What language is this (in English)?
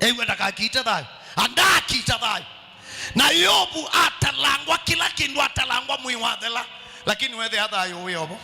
Kamba